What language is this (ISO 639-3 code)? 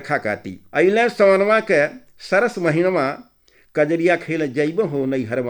bho